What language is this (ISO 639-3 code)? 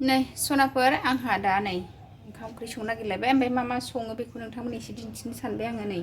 brx